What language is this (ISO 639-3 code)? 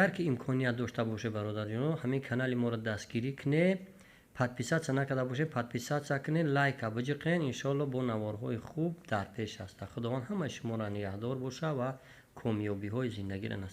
tgk